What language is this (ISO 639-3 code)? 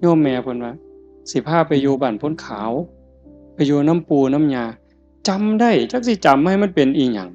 tts